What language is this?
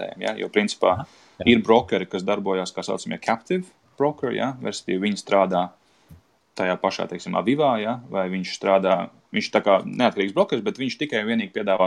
Latvian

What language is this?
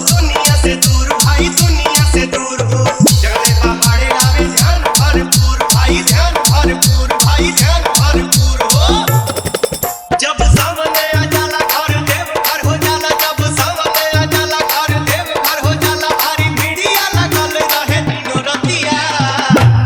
Bhojpuri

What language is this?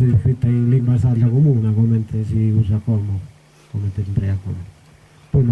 Sardinian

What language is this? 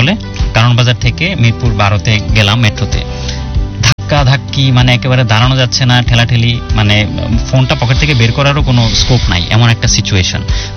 Bangla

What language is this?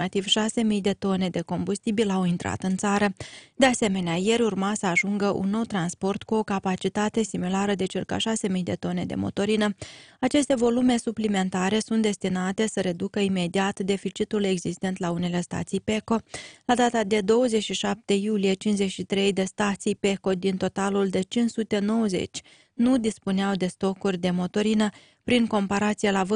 Romanian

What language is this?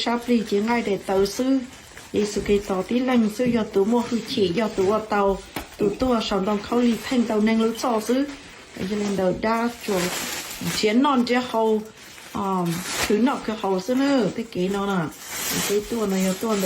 Hmong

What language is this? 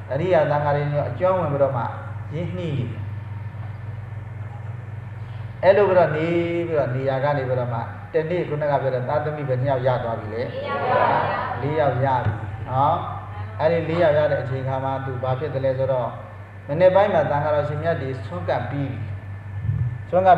Burmese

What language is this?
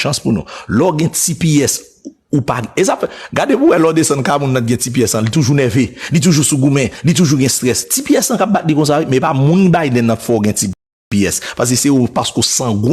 Haitian Creole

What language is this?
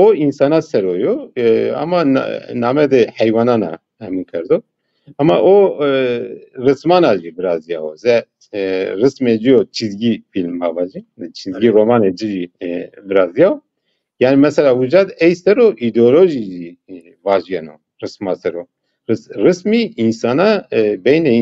Zaza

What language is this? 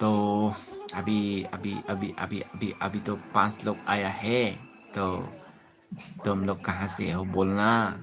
Dimasa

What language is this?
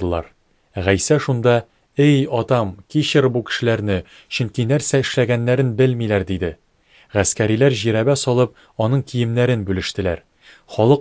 Tatar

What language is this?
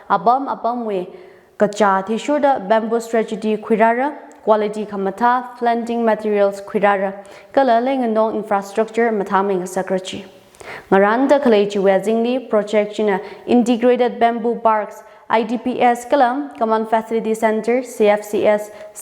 Tangkhul Naga (India)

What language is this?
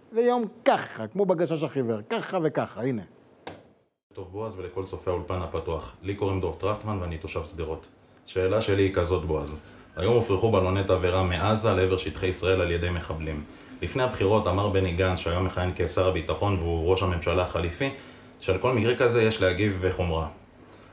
Hebrew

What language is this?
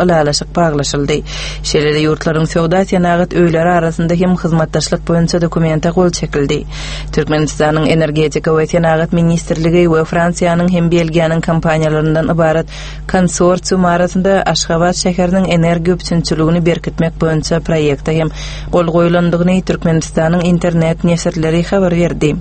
Turkmen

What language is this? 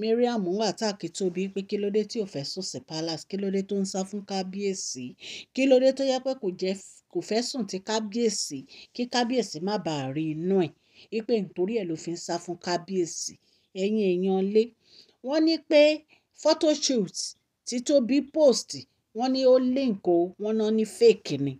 Yoruba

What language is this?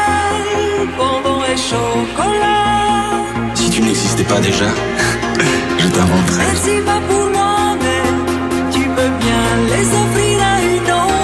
French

